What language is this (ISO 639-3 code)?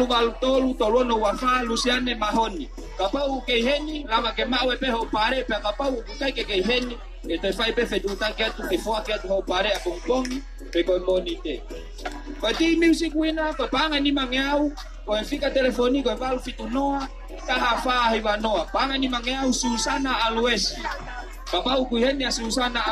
ton